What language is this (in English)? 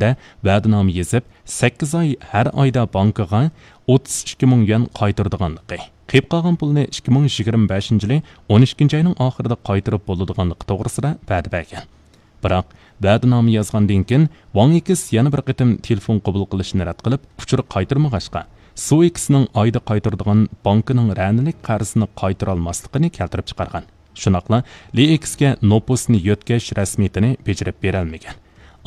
Uyghur